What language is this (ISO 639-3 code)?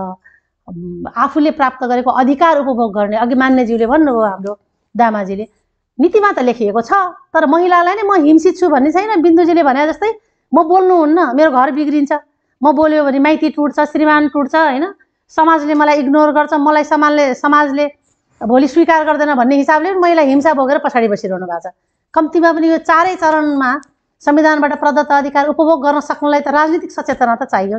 nep